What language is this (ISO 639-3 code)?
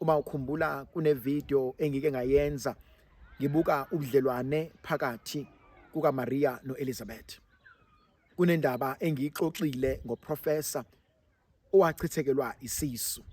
zul